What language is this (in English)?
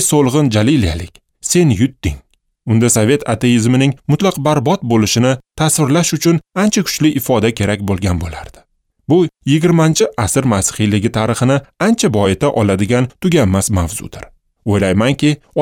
Uzbek